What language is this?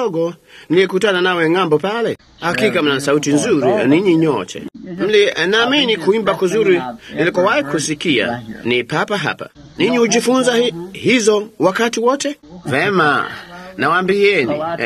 Swahili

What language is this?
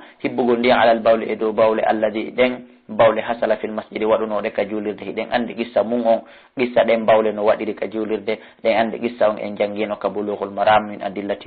Fula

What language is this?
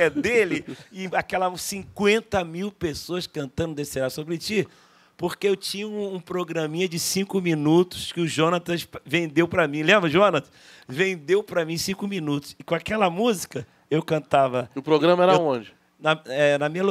Portuguese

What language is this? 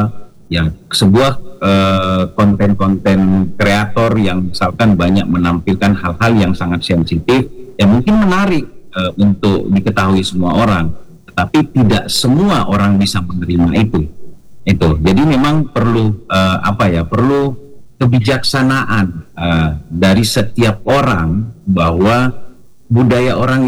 Indonesian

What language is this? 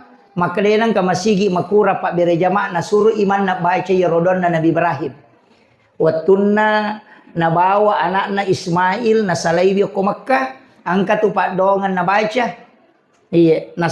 Buginese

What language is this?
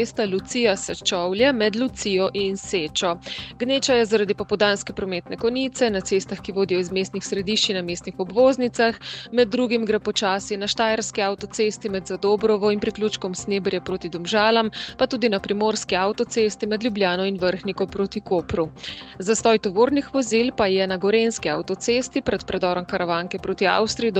Slovenian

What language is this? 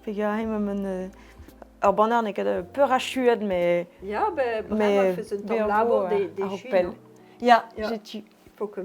Breton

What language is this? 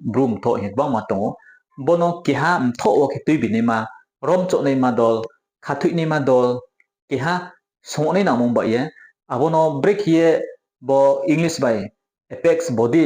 Riang (India)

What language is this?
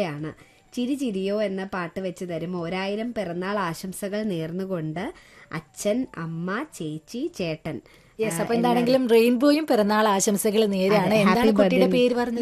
Malayalam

